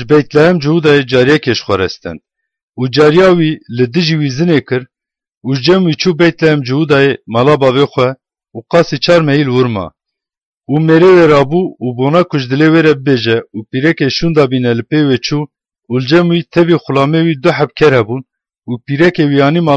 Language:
Kurdish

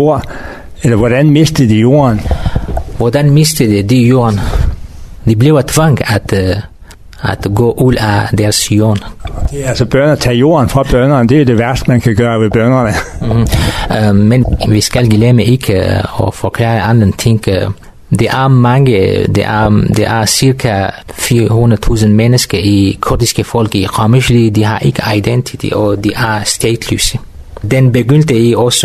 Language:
Danish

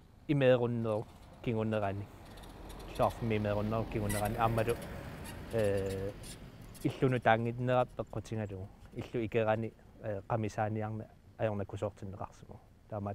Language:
Kalaallisut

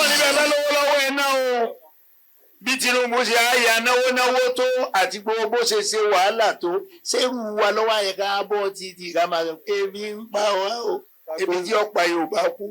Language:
Yoruba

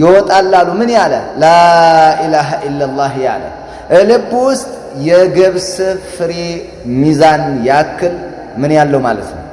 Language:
Amharic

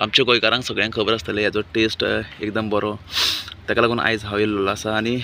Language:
Konkani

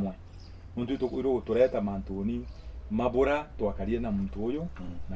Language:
Meru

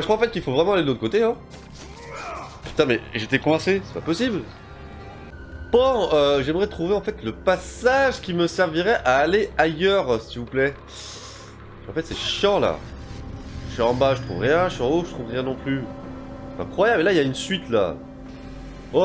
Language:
French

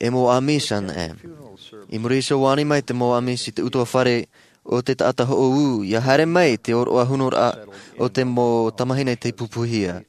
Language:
Tahitian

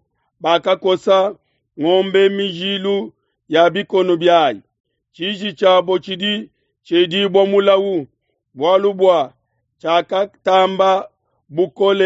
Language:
Luba-Lulua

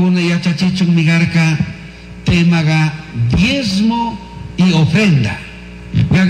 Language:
Chimborazo Highland Quichua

